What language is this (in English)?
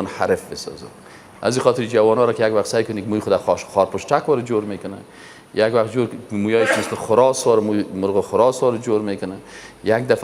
Persian